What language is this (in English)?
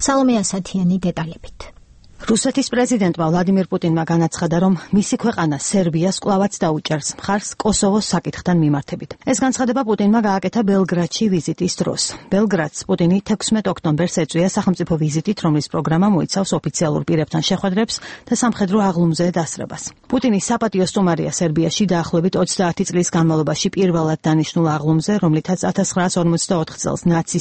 Georgian